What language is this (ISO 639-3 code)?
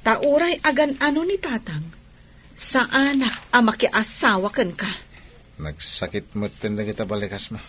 ilo